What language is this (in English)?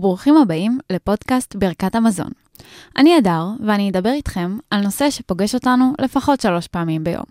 Hebrew